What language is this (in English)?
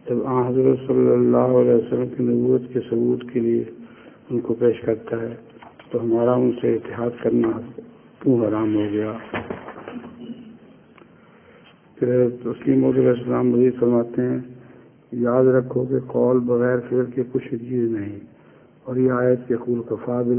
Urdu